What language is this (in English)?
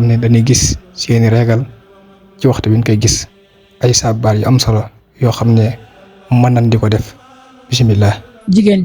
Wolof